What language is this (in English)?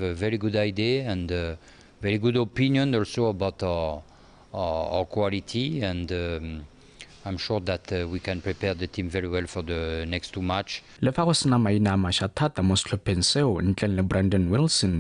Tswana